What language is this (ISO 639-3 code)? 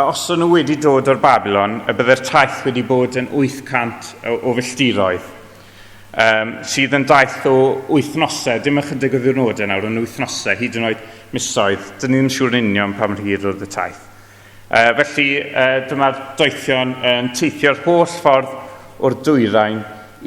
cym